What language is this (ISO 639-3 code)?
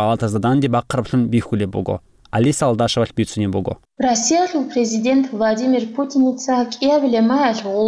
ava